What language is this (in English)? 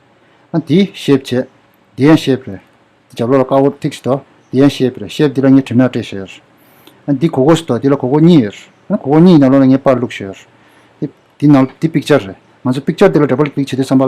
Tibetan